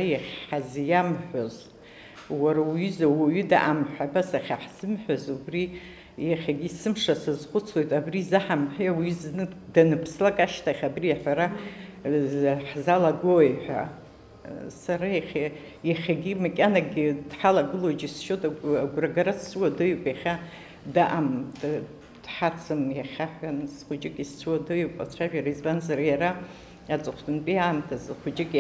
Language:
Abkhazian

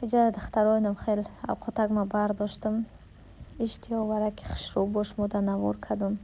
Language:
Tajik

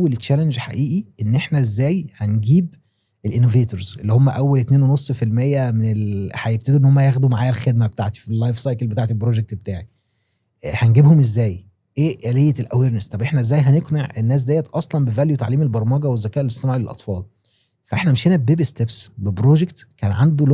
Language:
Egyptian Arabic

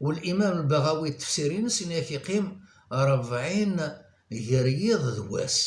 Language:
Kabyle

